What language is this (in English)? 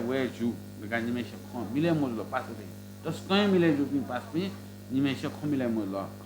Newari